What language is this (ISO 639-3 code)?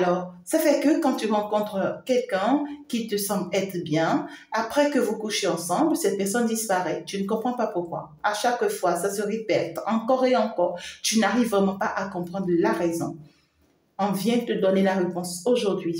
fra